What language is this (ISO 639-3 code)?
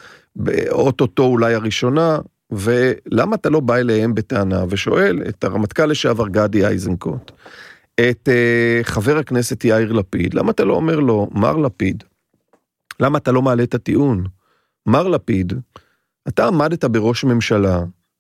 heb